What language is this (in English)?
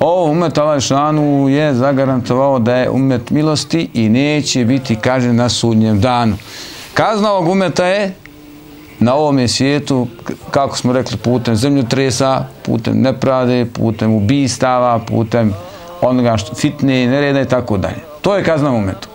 Bosnian